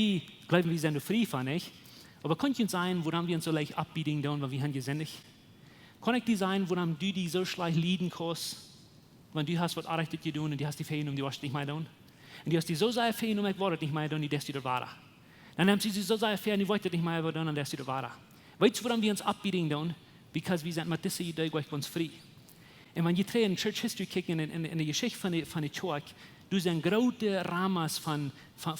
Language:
Plautdietsch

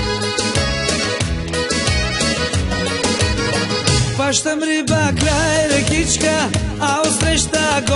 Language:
Bulgarian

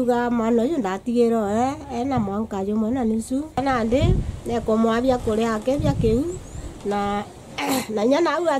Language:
Meru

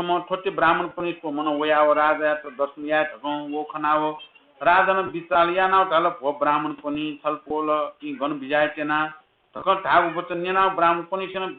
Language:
Newari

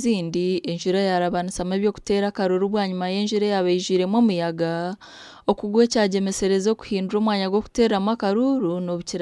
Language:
Nyankole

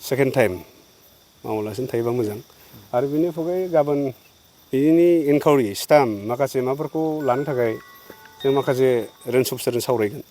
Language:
Bodo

